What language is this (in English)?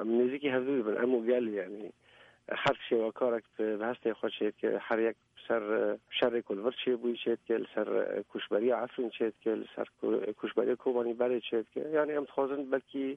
Kurdish